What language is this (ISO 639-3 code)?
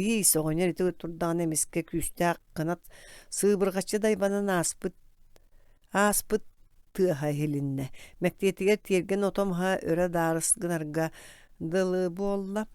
sah